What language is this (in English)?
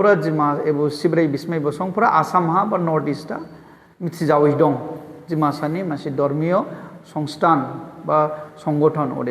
Dimasa